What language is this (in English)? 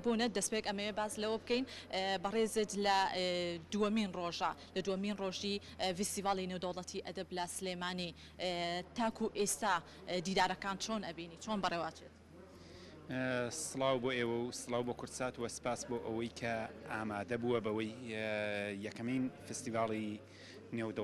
Central Kurdish